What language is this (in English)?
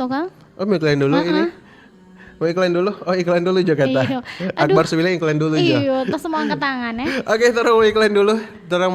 Manado Malay